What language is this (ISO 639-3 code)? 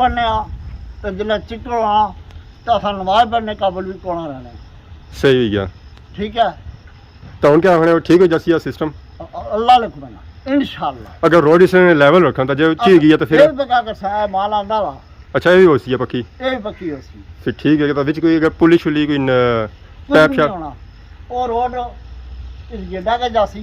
phr